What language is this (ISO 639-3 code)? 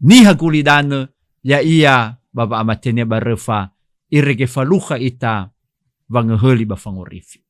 nia